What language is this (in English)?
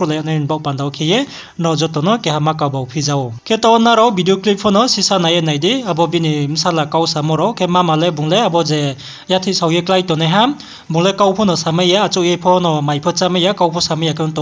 Riang (India)